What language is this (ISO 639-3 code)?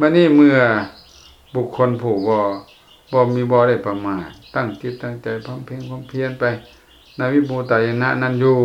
lao